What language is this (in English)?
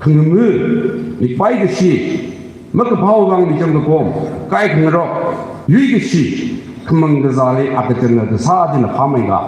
Tangkhul Naga (India)